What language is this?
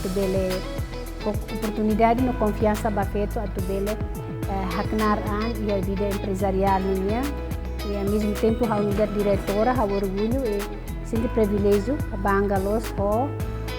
Tetum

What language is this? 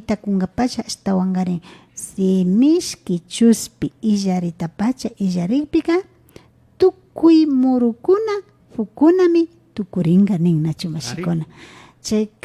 Imbabura Highland Quichua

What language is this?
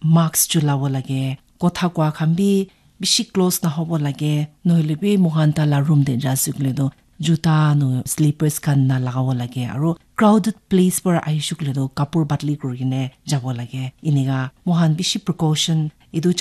Naga Pidgin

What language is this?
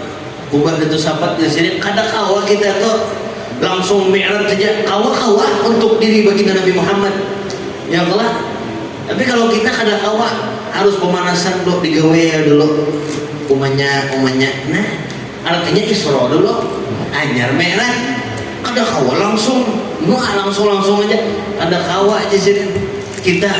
Banjar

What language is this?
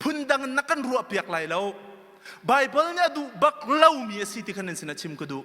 Hakha Chin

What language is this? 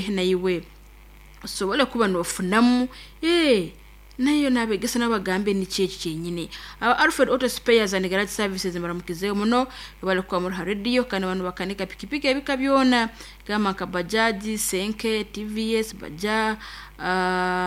Nyoro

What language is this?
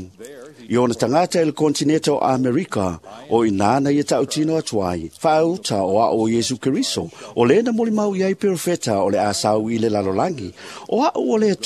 Samoan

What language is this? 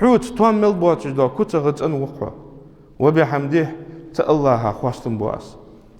Ingush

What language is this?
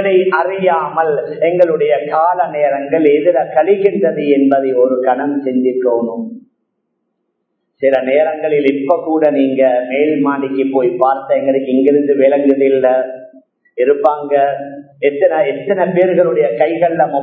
Tamil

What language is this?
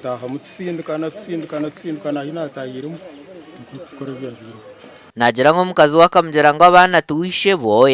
Nyankole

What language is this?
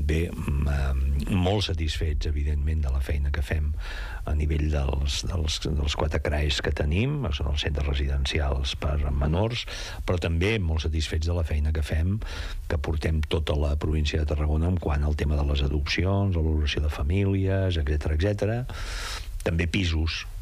Catalan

